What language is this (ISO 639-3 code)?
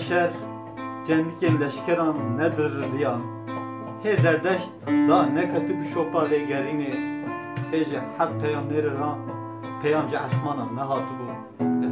kur